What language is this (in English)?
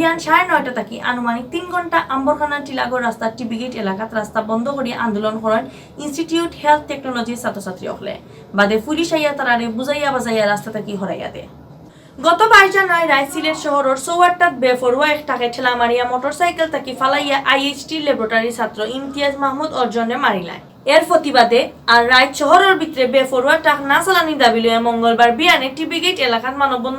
Sylheti